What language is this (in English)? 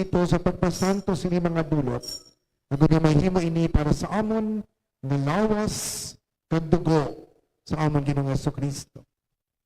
Hiligaynon